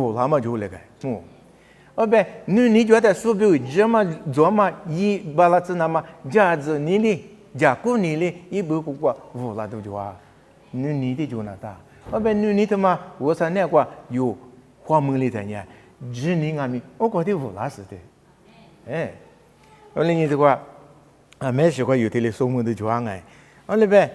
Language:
Lisu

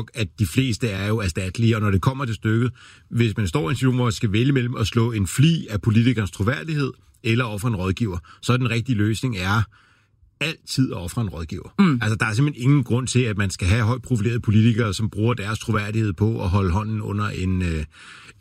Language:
Danish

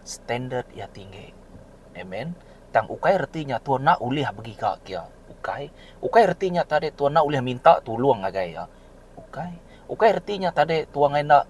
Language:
Iban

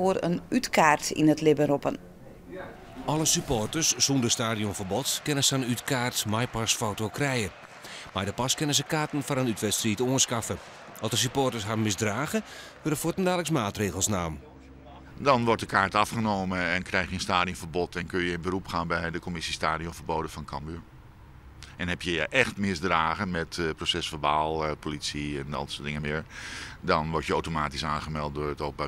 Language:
Western Frisian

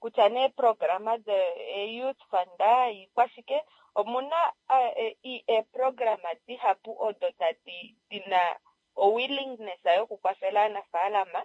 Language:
Kuanyama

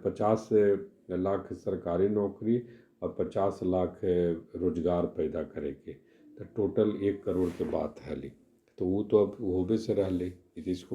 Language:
Magahi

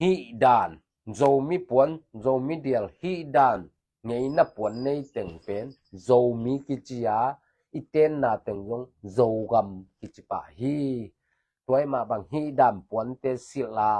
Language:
Tedim Chin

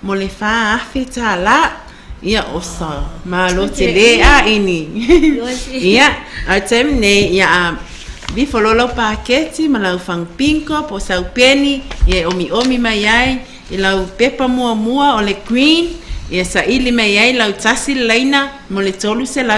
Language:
Samoan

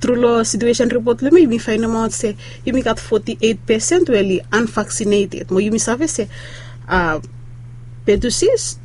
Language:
Bislama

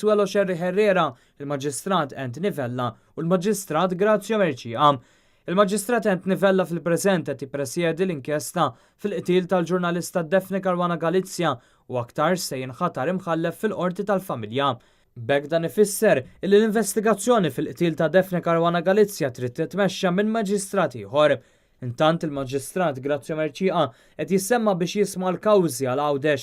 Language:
Maltese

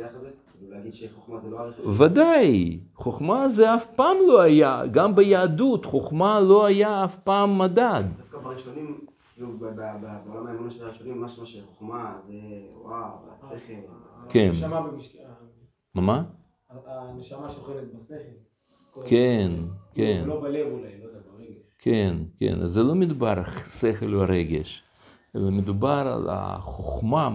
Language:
Hebrew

